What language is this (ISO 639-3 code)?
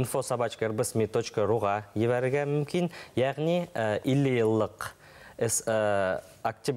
bak